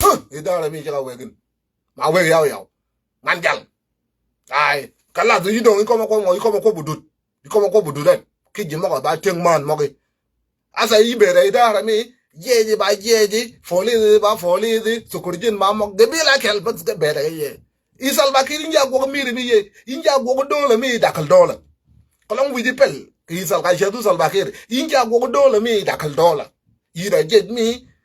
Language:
Nuer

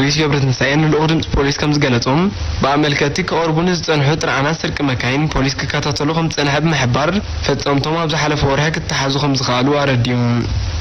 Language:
Tigrinya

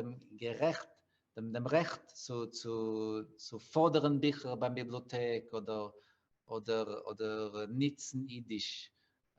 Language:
Yiddish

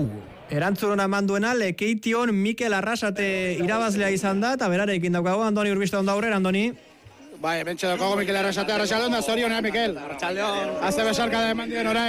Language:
Basque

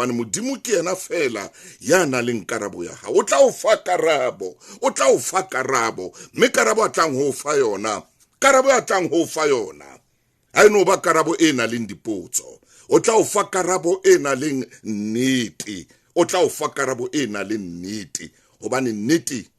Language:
Southern Sotho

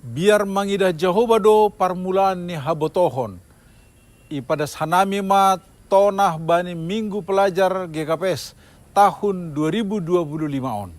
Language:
Batak Simalungun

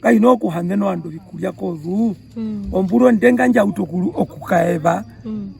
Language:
Herero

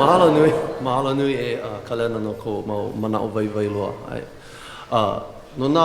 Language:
Hawaiian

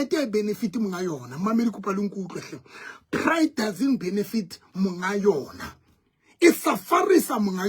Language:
Southern Sotho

